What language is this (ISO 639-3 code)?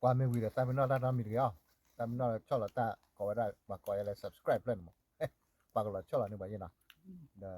ksw